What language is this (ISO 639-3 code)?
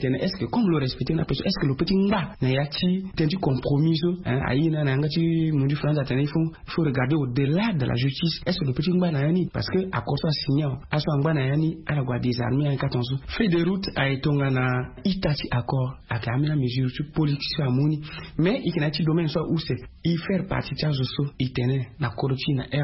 sag